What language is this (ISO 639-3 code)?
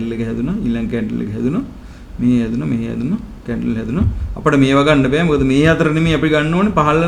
sin